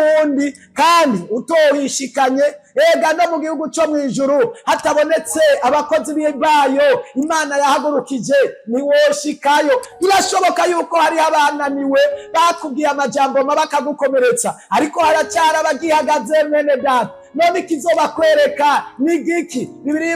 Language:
Rundi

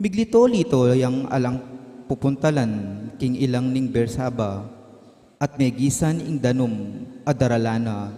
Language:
Pampanga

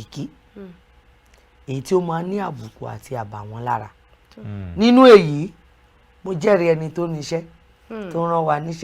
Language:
Yoruba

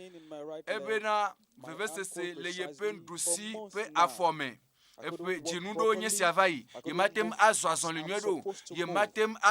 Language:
Ewe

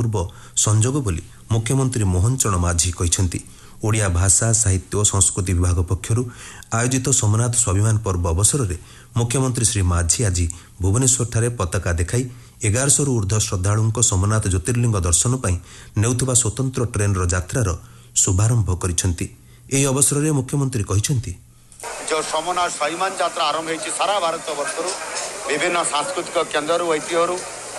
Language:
Odia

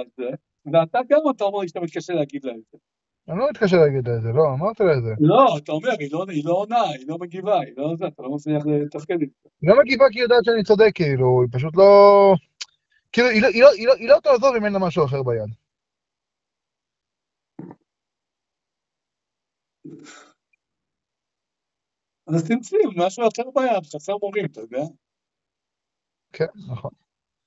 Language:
Hebrew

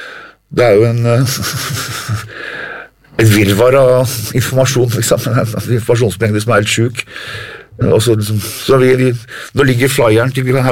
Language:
Norwegian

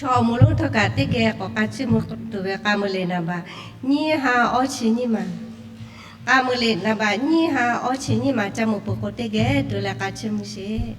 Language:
Lahu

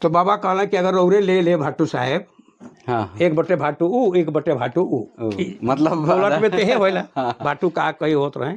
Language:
Sadri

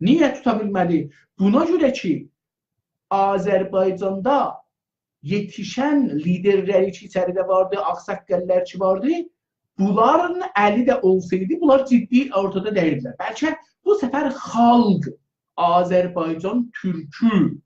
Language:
South Azerbaijani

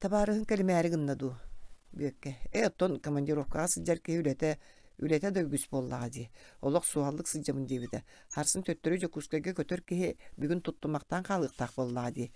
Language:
Yakut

